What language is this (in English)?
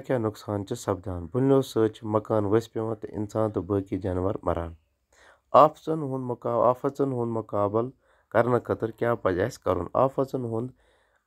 Kashmiri